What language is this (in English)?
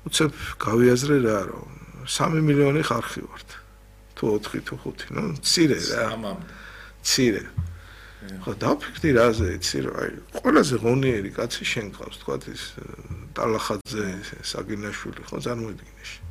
Georgian